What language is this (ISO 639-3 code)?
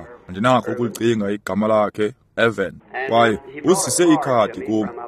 xho